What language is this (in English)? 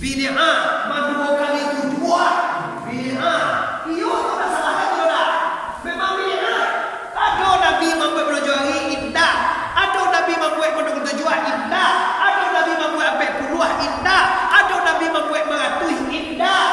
Minangkabau